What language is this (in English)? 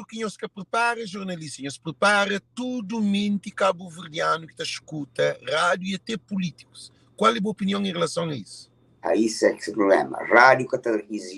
Kabuverdianu